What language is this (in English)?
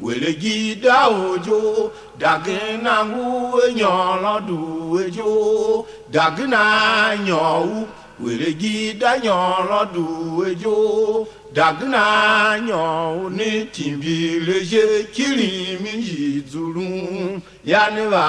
Tiv